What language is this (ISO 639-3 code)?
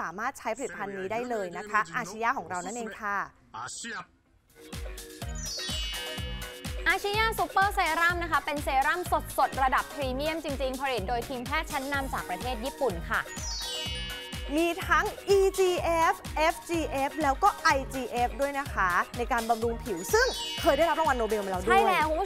tha